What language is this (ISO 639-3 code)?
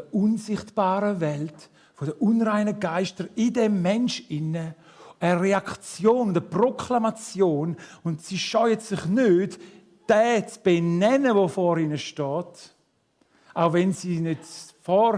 gsw